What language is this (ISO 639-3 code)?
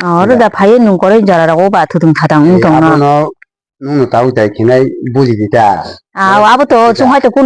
trp